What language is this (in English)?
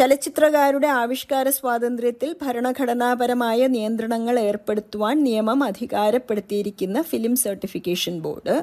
Malayalam